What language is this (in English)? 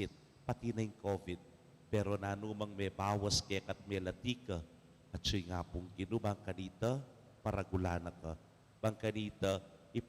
Pampanga